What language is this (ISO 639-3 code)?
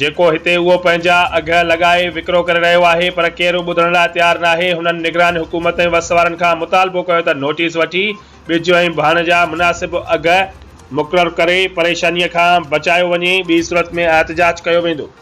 snd